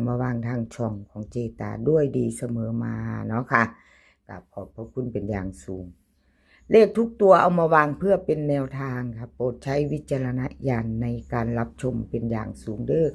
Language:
Northeastern Thai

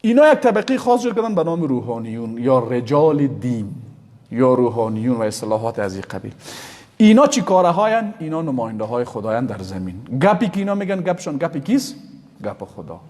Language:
Persian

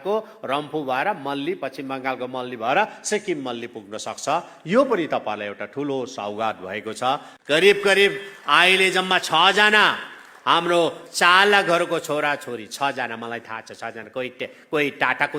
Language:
Nepali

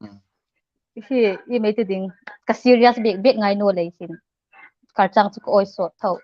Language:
Hmar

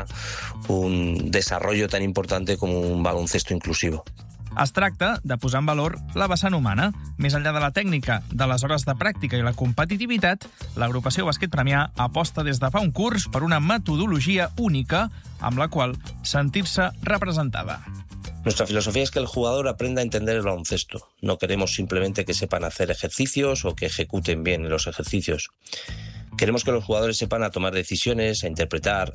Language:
Catalan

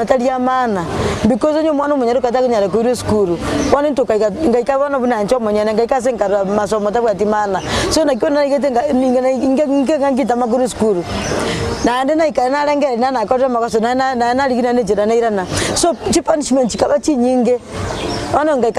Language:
Gusii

